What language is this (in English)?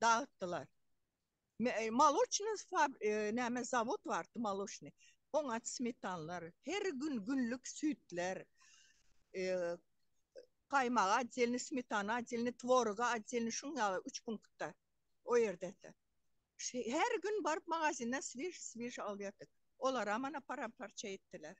Turkmen